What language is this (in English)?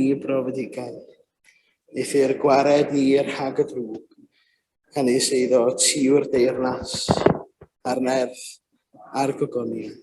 Welsh